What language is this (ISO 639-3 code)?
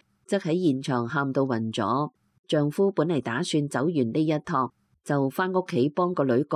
yue